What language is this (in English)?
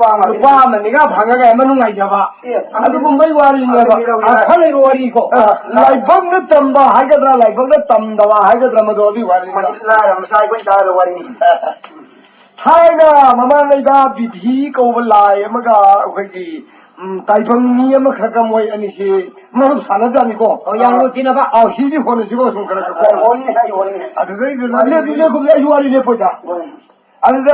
Manipuri